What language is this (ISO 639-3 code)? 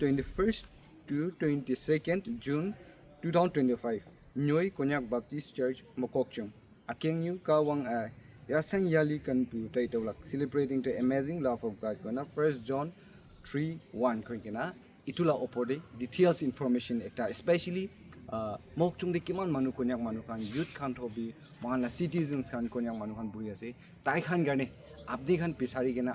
nag